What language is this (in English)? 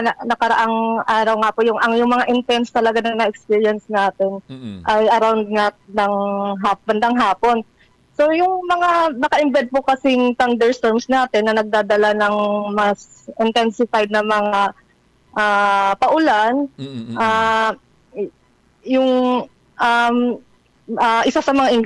Filipino